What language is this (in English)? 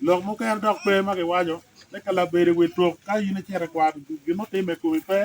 Acoli